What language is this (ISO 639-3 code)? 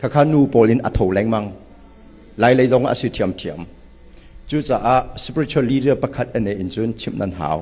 cnh